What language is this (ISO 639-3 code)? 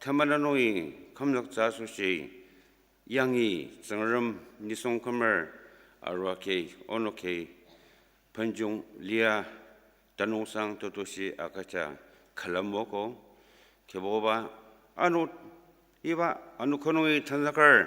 njo